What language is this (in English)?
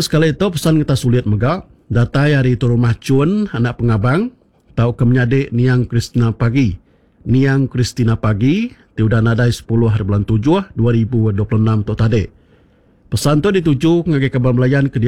Iban